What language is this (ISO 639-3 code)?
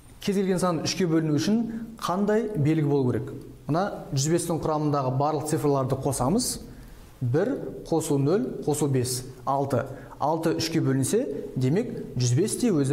kaz